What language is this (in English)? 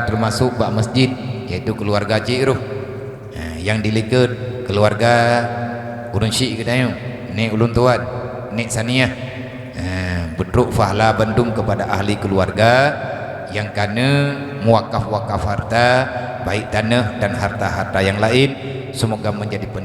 Achinese